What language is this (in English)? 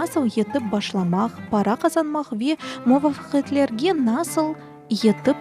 Crimean Tatar